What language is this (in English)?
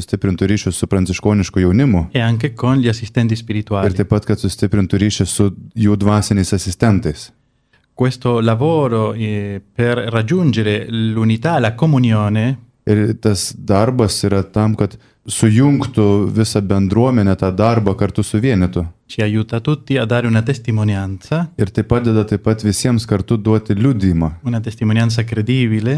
Lithuanian